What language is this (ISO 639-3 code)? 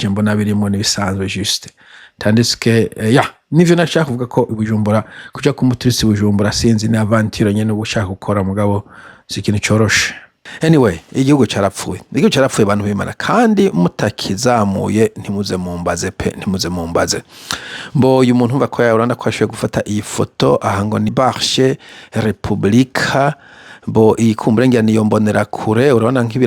run